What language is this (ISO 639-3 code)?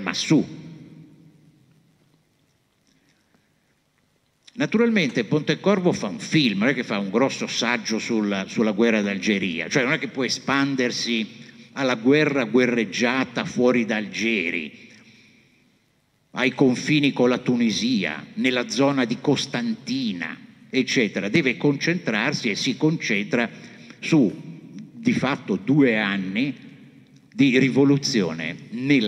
ita